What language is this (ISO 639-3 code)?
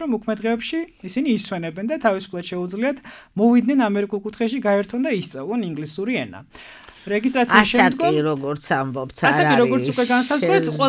kat